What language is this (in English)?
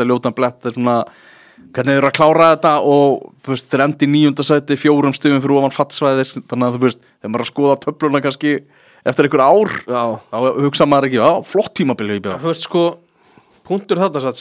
Icelandic